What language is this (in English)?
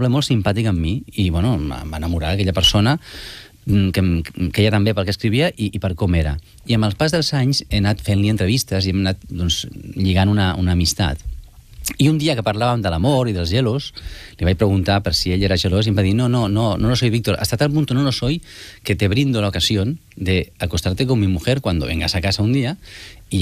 Catalan